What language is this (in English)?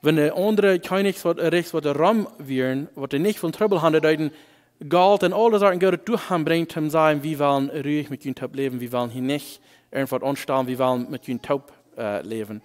Plautdietsch